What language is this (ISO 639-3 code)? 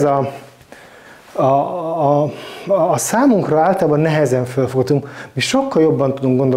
hun